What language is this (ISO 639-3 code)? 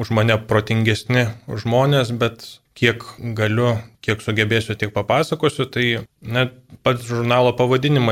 lit